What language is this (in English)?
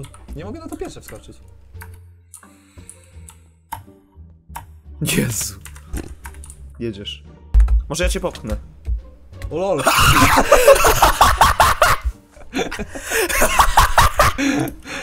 Polish